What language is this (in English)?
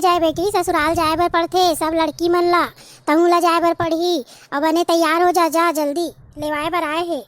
Chhattisgarhi